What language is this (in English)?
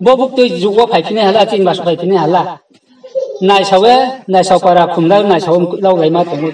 Riang (India)